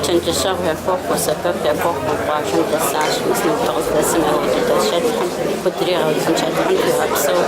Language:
Kabardian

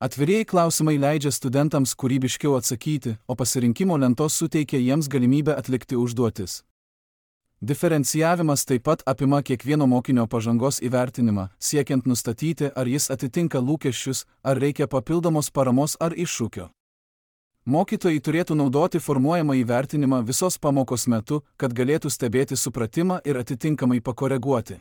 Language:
Lithuanian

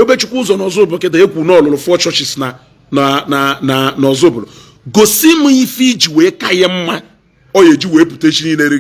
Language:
Igbo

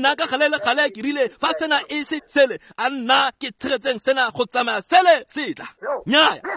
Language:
Tswana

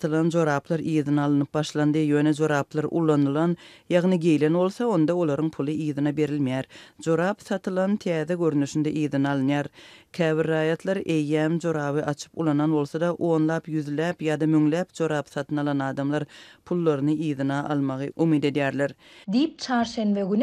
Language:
Turkmen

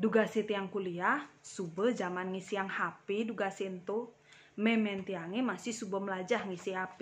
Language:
Balinese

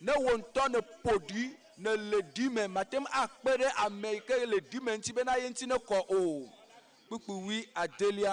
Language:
Ewe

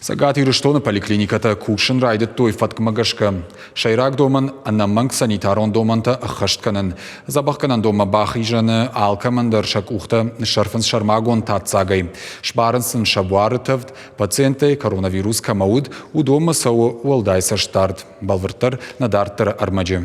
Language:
Ossetic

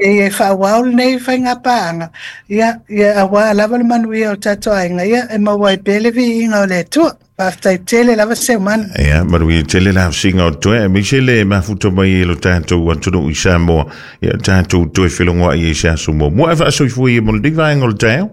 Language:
Samoan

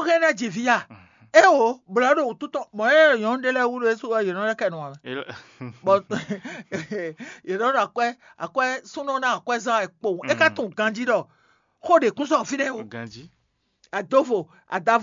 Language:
Fon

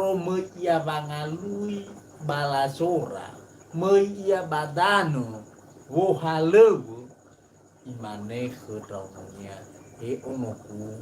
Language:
Nias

